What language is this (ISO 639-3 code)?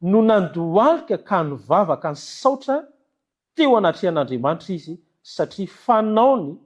mlg